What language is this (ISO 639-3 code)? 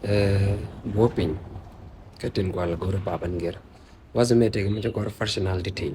nus